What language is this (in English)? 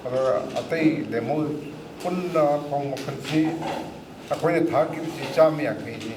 Manipuri